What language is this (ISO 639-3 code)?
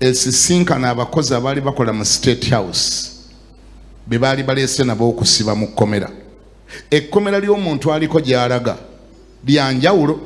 lug